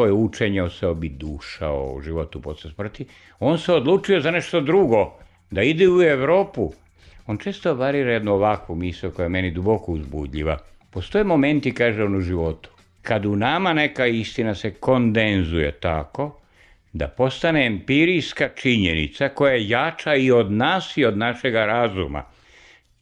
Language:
Serbian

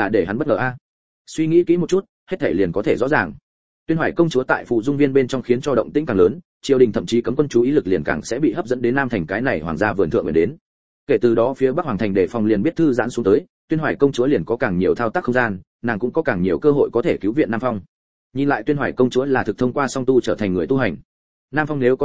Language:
Vietnamese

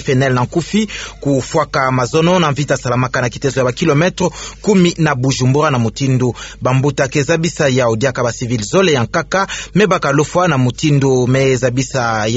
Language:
Kituba (Democratic Republic of Congo)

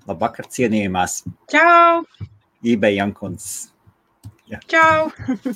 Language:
Latvian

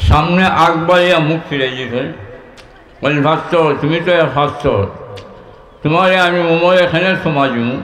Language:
Sylheti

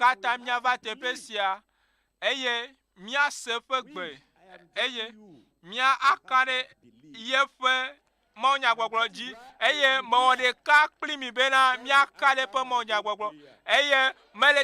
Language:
Ewe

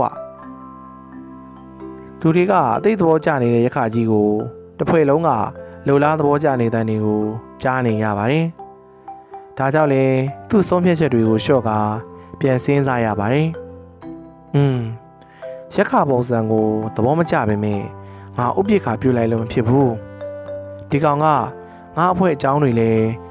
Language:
Burmese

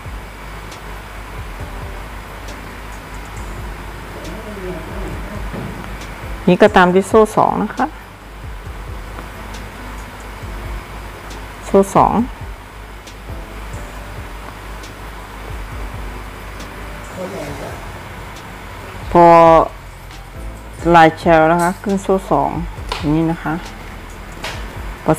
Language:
Thai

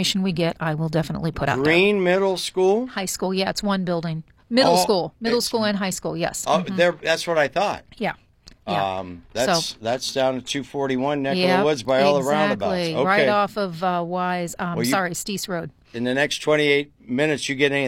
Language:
English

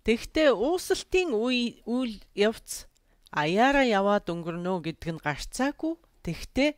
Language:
Mongolian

